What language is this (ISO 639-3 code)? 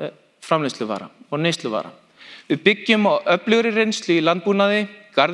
isl